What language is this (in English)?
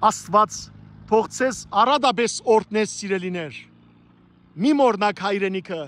Western Armenian